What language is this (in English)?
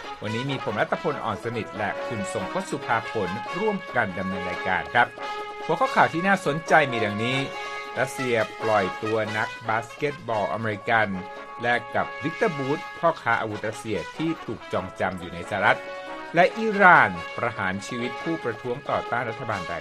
Thai